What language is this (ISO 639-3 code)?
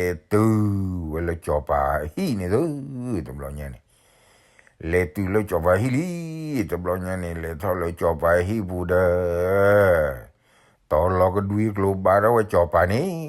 ksw